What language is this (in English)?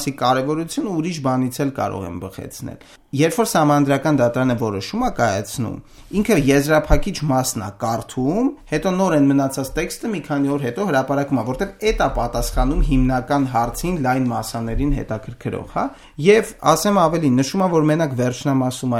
Armenian